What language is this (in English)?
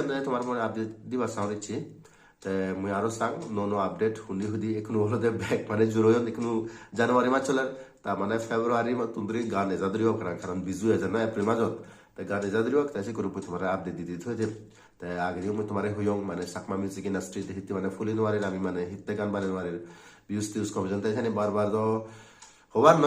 Chakma